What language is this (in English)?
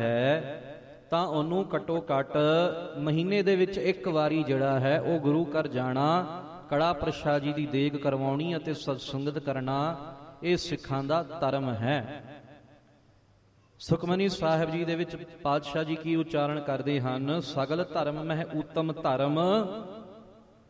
Punjabi